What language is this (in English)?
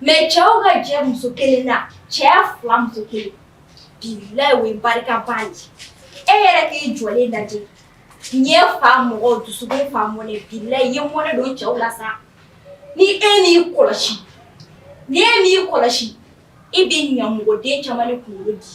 Bambara